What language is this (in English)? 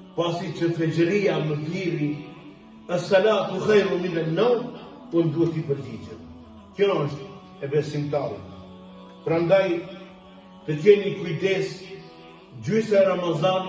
Albanian